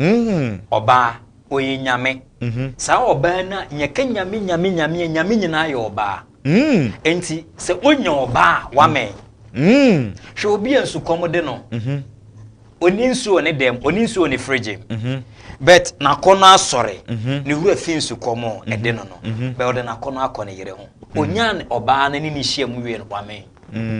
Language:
Akan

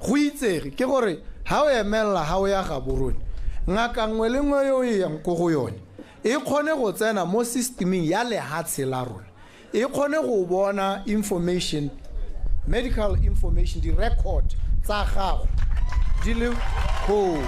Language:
Tswana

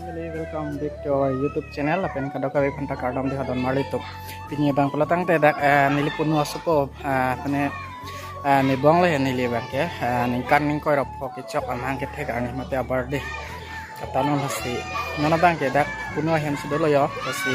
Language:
Karbi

